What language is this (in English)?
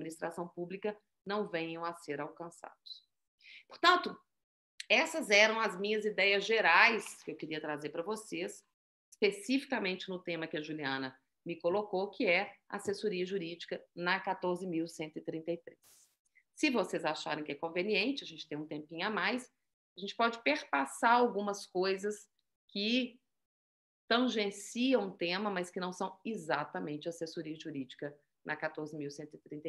Portuguese